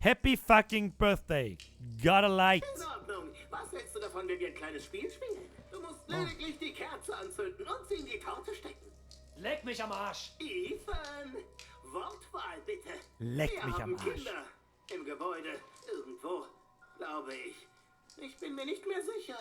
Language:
Bavarian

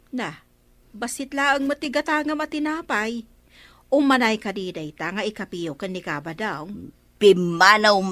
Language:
Iloko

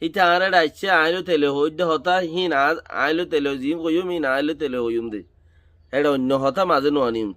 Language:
Rohingya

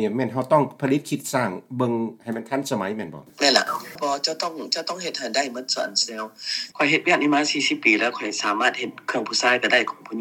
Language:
Lao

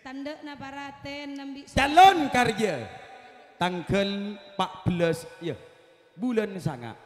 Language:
Madurese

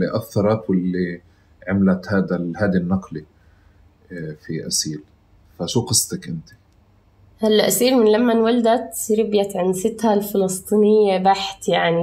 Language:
North Levantine Arabic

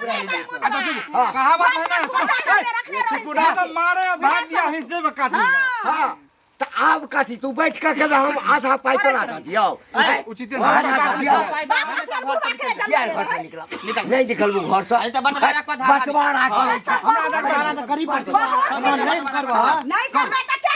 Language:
Maithili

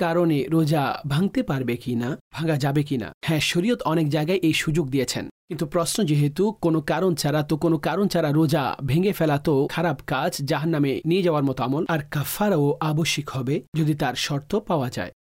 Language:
Bangla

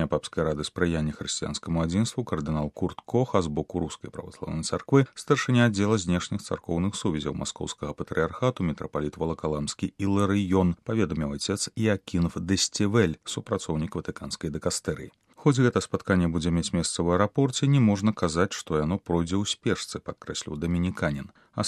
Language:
Belarusian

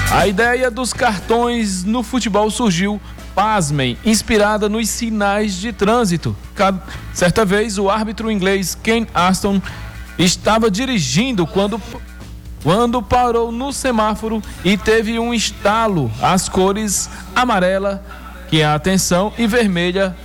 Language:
Portuguese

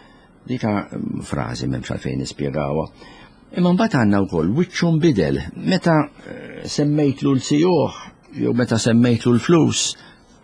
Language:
Maltese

